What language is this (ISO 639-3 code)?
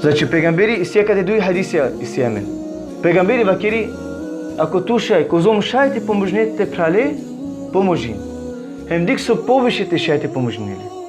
rmn